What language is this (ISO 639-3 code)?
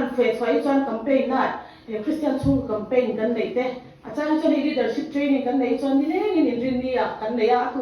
lus